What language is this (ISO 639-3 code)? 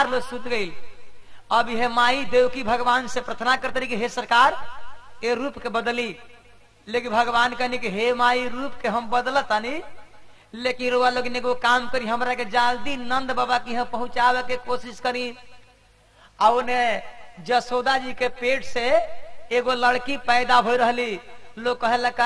bho